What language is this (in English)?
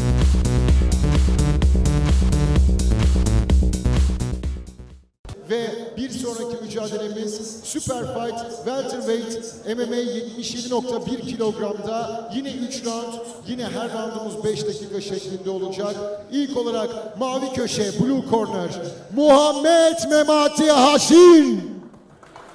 Turkish